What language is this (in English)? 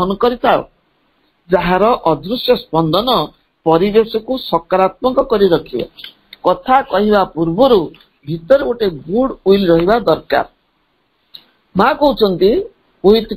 Odia